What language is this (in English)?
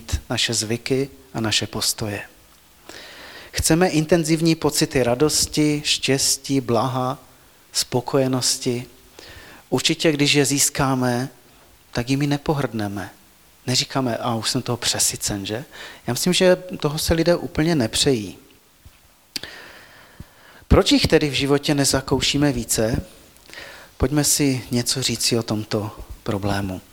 Czech